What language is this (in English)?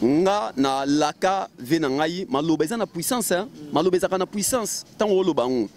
Lingala